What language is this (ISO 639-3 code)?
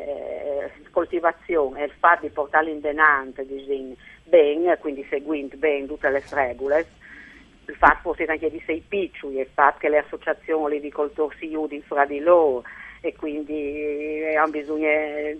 fur